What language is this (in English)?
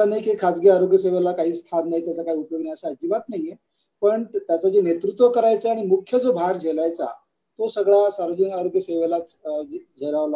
Marathi